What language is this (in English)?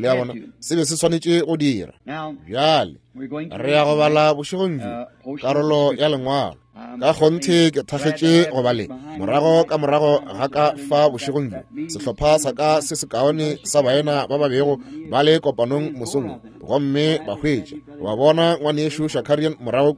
Northern Sotho